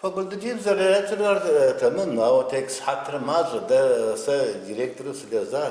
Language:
Kabardian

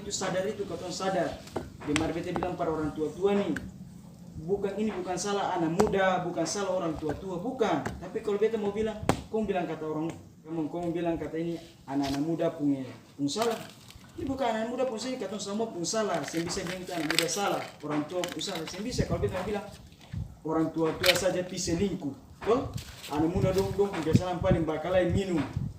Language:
Ambonese Malay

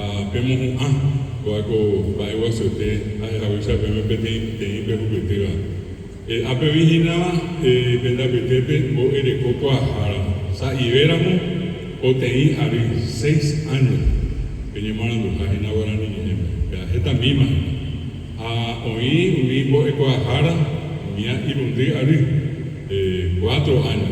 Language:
Guarani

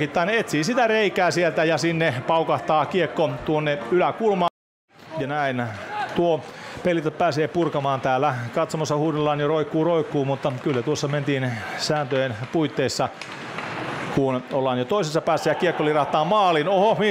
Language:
Finnish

